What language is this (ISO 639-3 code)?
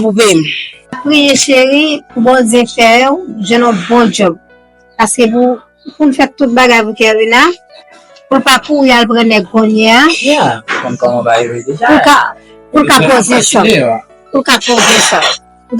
hat